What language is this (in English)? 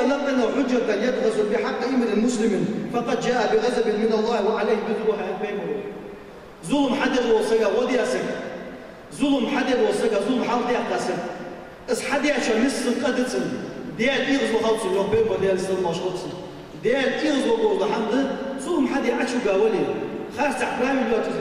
Ingush